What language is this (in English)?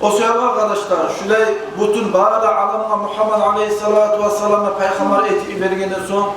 Kumyk